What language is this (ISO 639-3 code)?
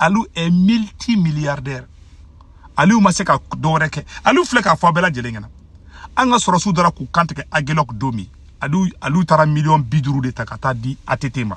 bam